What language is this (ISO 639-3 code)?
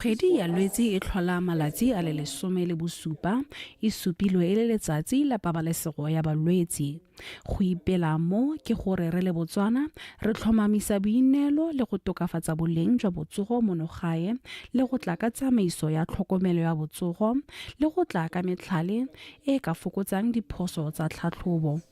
tsn